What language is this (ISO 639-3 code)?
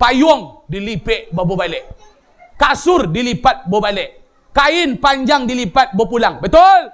min